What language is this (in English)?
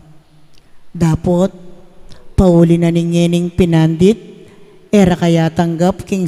Pampanga